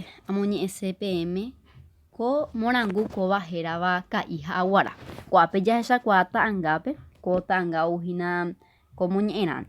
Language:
Guarani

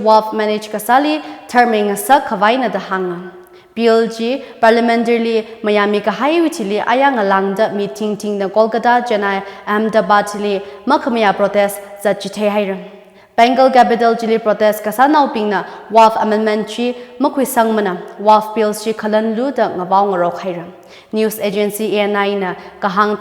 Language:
Tangkhul Naga (India)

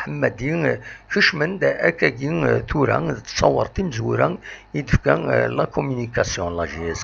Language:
Kabyle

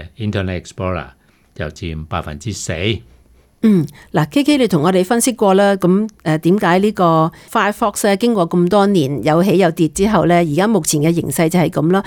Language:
Cantonese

